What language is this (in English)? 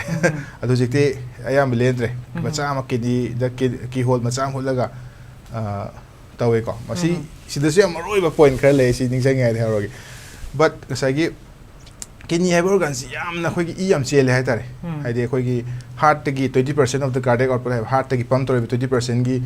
Manipuri